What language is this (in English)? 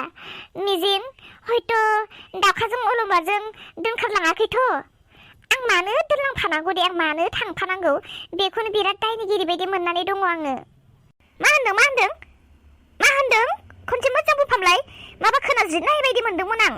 Bodo